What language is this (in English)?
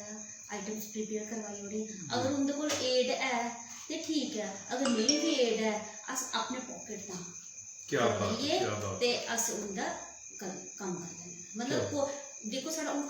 Dogri